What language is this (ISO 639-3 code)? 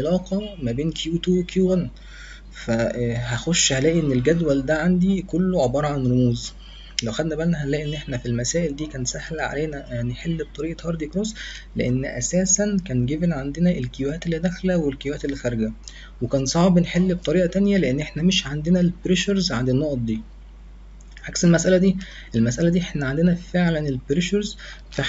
arz